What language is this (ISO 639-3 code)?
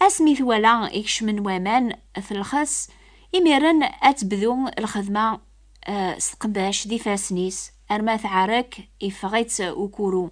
kab